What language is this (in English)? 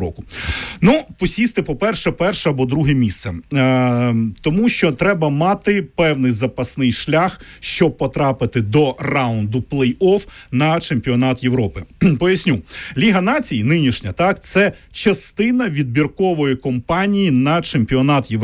Ukrainian